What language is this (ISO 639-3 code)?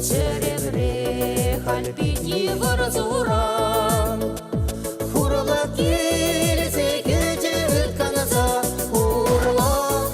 chv